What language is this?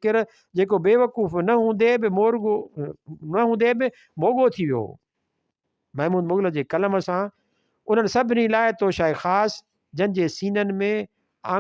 Sindhi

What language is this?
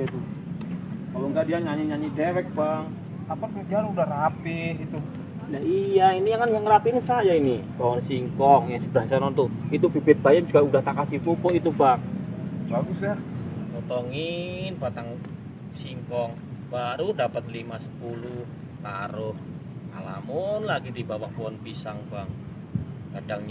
Betawi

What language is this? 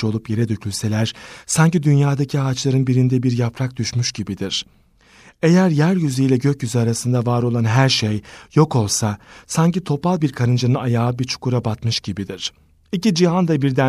Turkish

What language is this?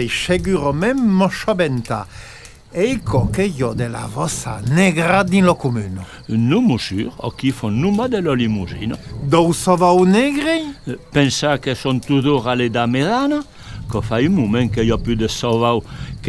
Occitan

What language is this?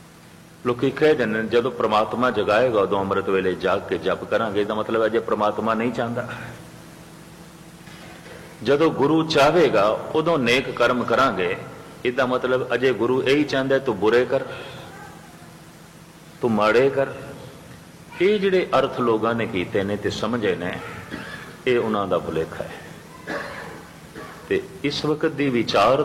Punjabi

